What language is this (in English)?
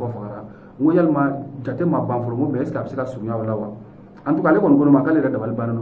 Bambara